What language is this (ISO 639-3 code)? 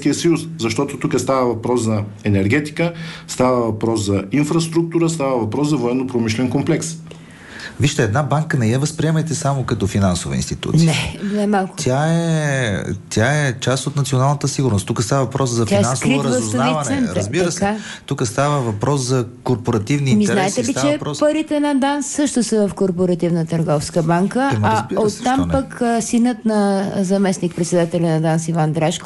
bul